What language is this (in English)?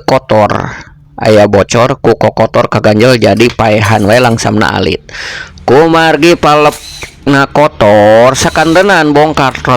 Sundanese